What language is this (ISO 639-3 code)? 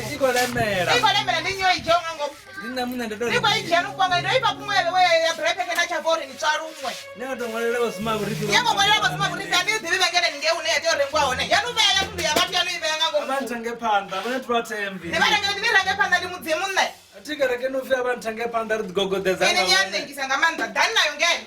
ven